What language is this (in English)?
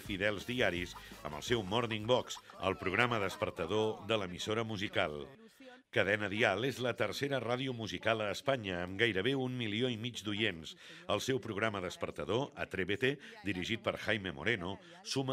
Catalan